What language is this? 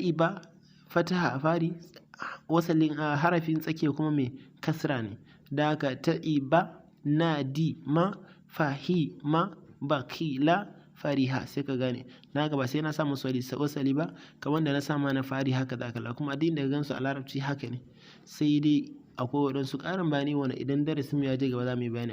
Hausa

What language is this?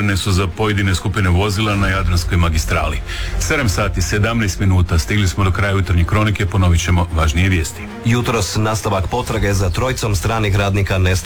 Croatian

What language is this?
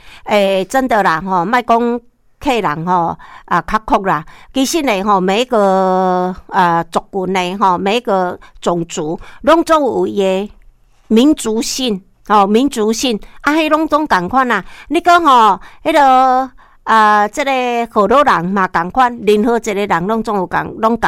Min Nan Chinese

